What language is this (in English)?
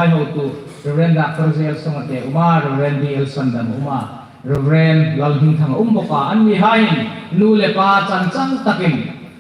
Hmar